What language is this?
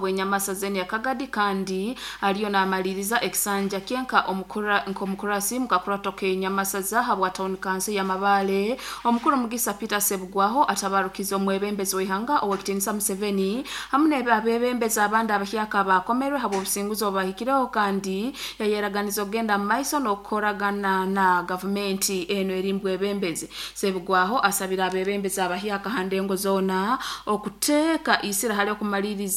Nyoro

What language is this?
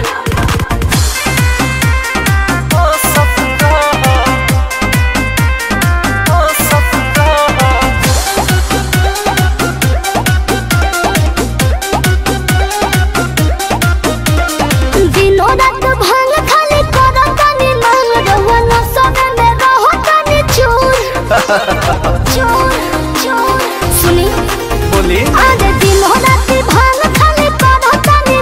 Bhojpuri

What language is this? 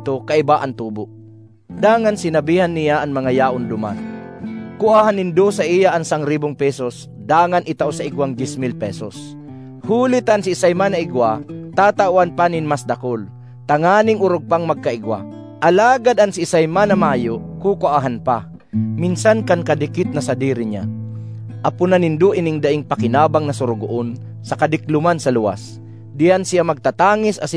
Bikol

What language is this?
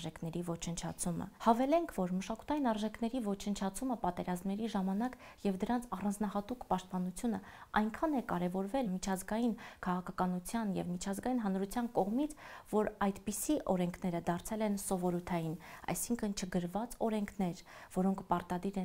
Armenian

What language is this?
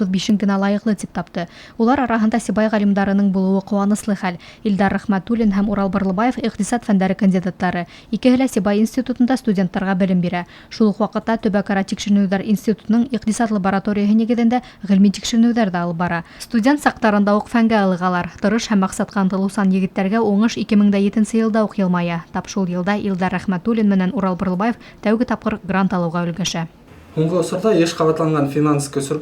Bashkir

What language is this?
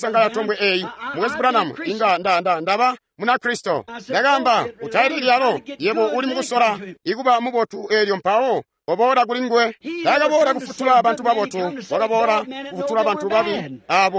Tonga (Zambia)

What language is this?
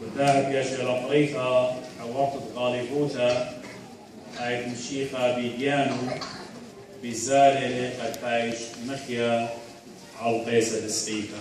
Assyrian Neo-Aramaic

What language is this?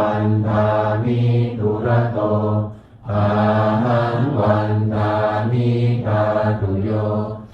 Pali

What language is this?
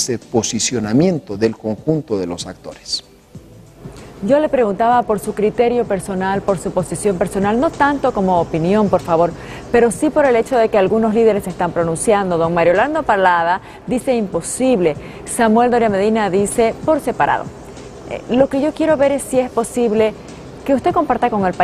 Spanish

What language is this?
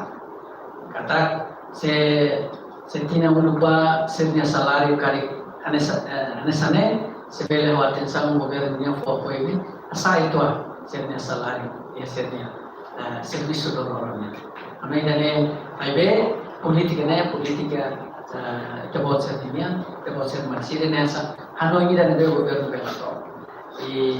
Tetum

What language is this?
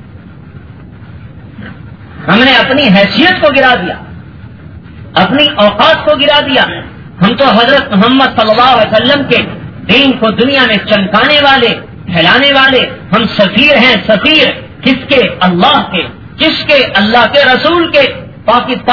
Urdu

